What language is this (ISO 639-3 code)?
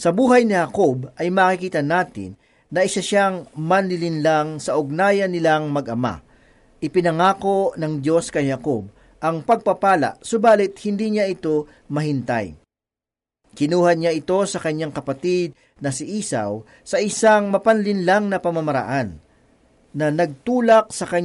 fil